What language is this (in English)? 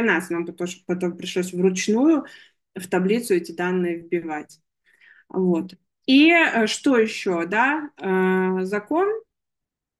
Russian